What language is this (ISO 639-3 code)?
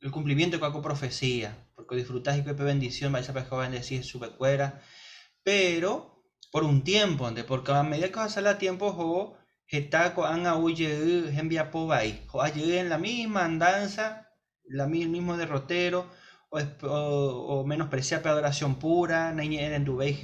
grn